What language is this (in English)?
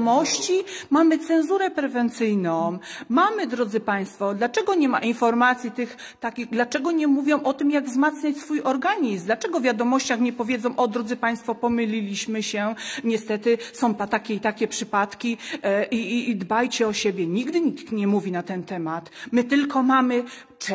Polish